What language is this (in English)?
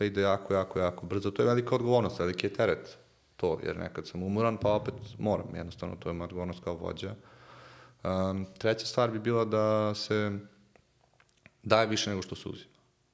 Serbian